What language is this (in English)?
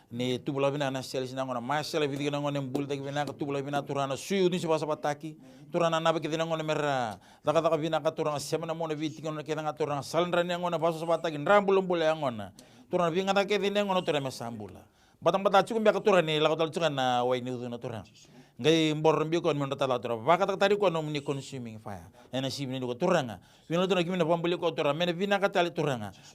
Fijian